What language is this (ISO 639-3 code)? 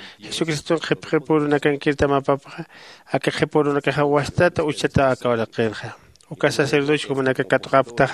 aym